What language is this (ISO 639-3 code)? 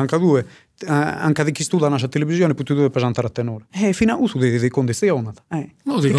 srd